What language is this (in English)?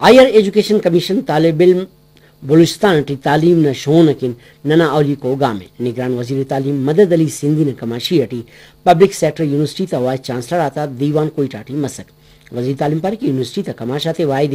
Brahui